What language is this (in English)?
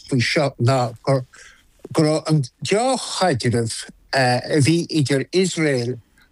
Irish